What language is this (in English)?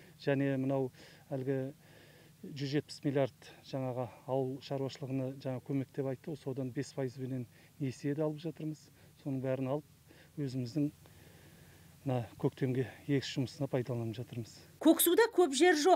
Kazakh